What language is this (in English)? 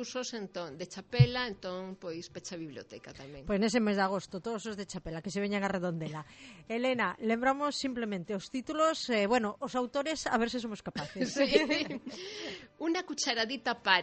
Galician